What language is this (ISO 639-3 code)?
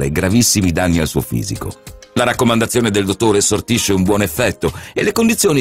ita